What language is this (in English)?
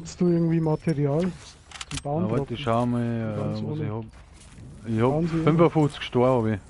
Bavarian